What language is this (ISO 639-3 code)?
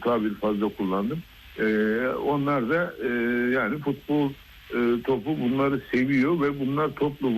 tur